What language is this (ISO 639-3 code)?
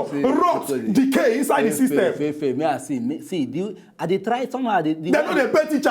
pcm